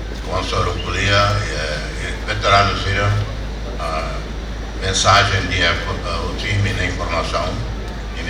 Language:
Tetum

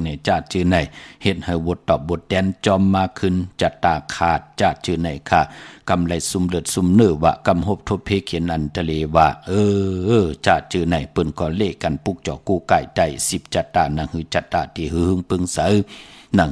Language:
Shan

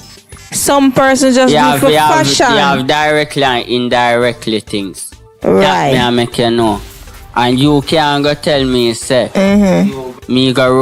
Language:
Jamaican Creole English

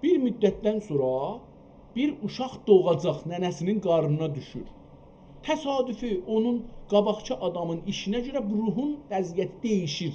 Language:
South Azerbaijani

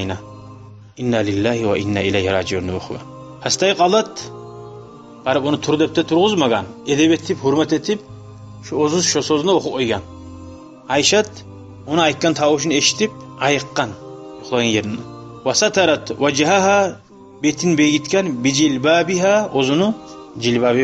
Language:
Kumyk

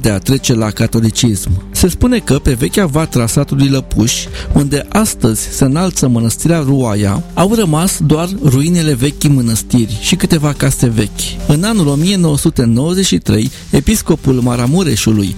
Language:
Romanian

